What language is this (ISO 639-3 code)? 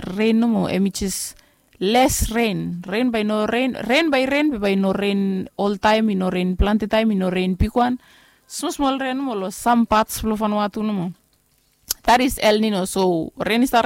bis